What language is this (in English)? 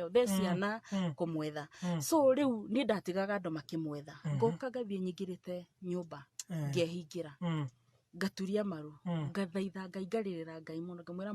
Kikuyu